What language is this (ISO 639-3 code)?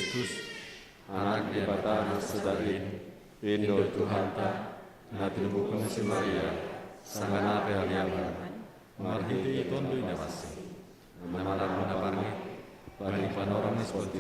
bts